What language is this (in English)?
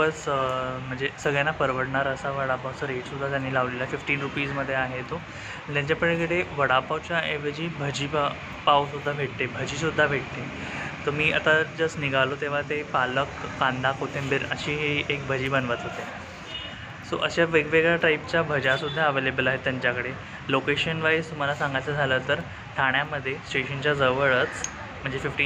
Marathi